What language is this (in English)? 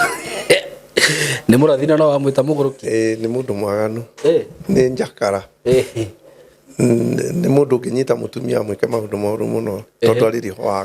Kikuyu